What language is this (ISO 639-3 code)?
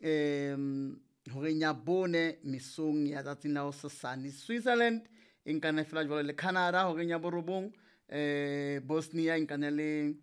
sot